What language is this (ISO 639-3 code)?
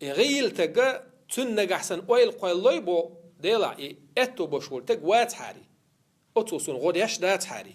che